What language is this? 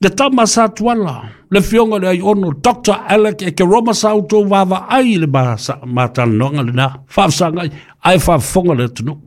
Samoan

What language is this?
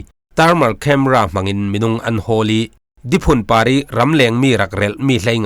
Falam Chin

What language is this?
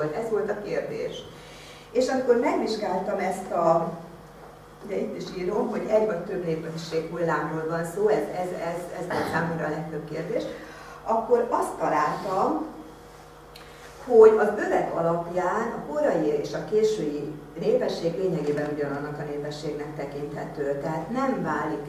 Hungarian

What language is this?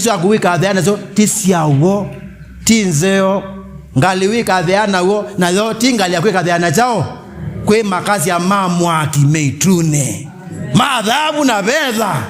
Kamba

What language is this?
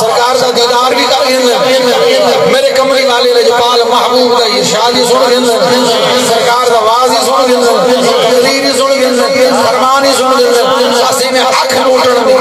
Saraiki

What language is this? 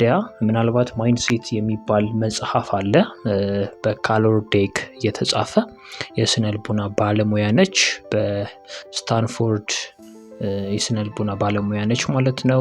Amharic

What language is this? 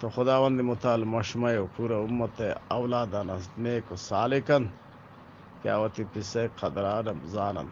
Eastern Balochi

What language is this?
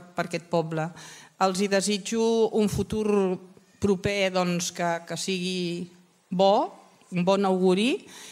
Catalan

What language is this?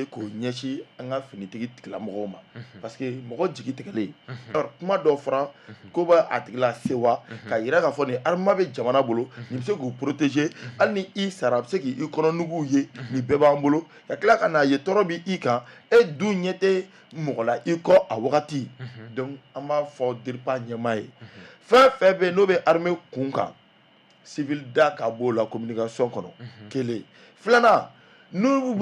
Bambara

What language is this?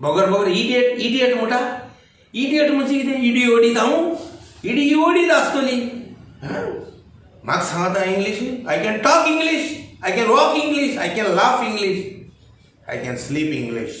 Konkani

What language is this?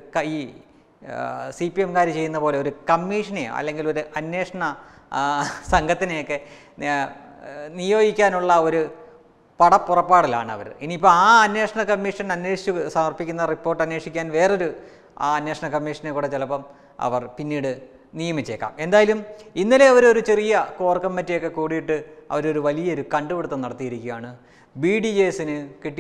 Malayalam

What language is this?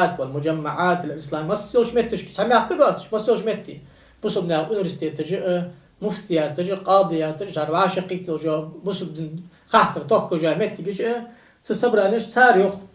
Ingush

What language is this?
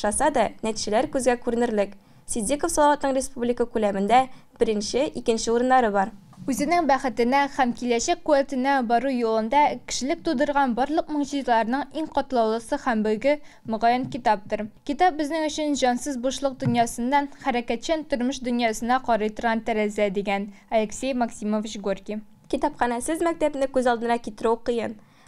Tatar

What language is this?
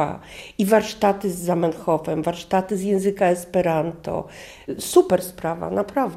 Polish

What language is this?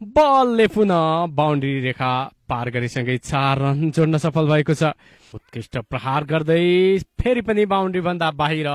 Nepali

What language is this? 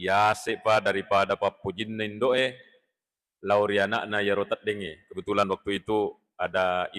Buginese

